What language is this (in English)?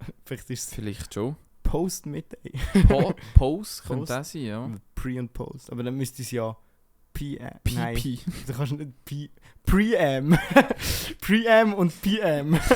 Swiss German